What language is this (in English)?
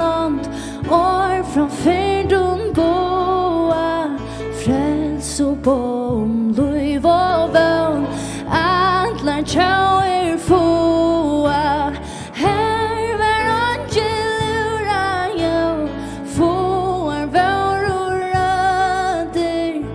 Faroese